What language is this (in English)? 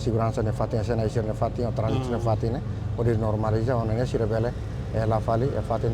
Tetum